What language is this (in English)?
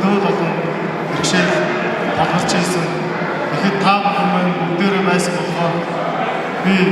Mongolian